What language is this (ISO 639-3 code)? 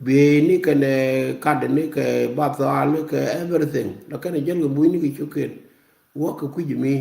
nus